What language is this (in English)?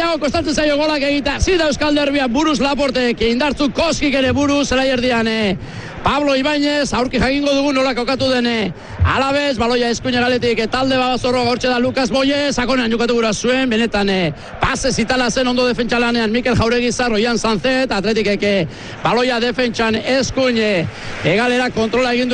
Basque